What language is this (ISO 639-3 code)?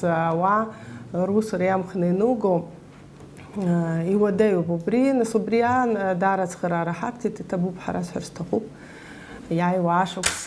abk